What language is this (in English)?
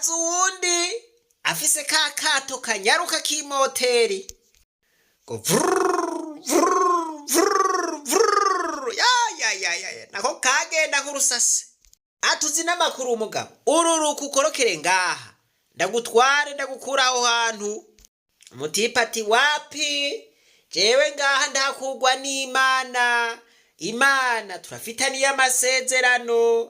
Rundi